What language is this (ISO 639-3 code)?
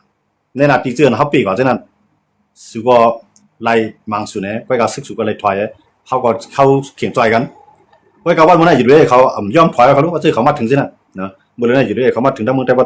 shn